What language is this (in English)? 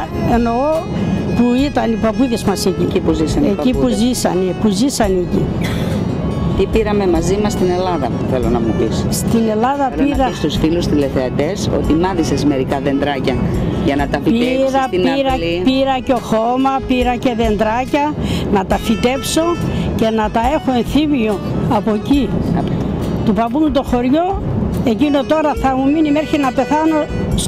Greek